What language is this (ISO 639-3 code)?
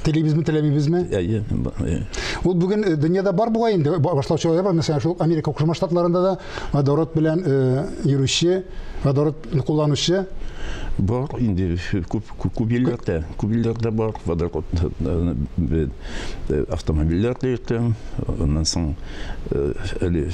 tat